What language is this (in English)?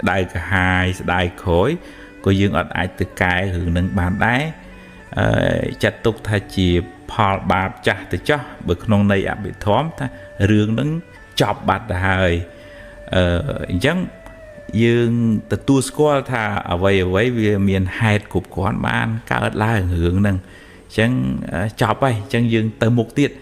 Khmer